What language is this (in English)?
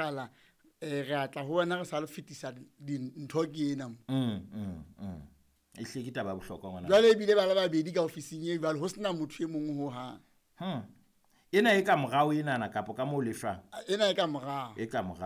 Southern Sotho